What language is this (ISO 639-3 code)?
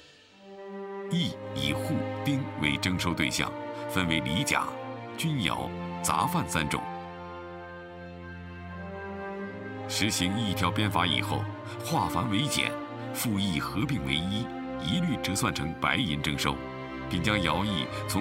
zho